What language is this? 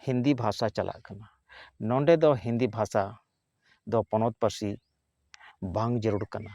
Santali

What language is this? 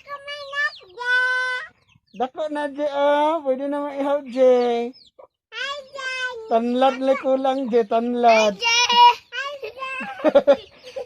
Cebuano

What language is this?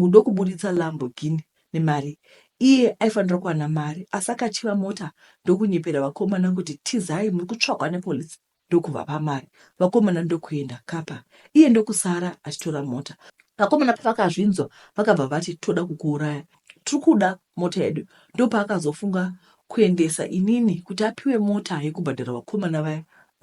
Shona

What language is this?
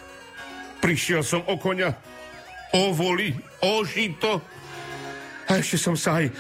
Slovak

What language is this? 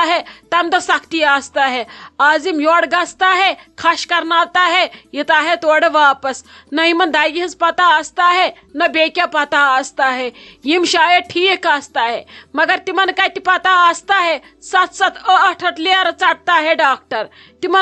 Kashmiri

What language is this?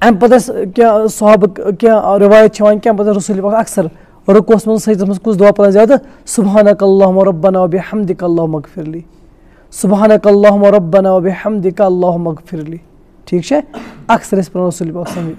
Kashmiri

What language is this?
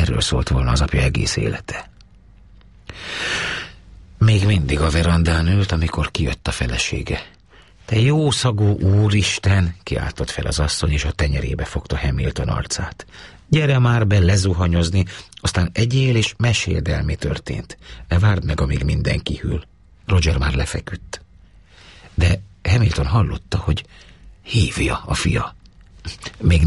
Hungarian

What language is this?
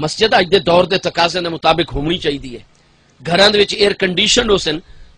Saraiki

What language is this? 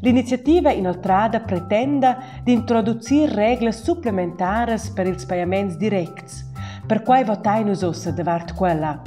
Romansh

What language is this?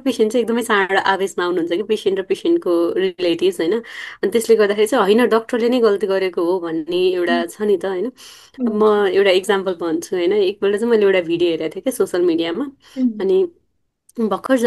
Nepali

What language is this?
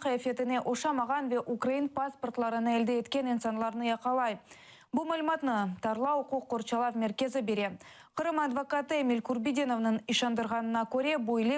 Crimean Tatar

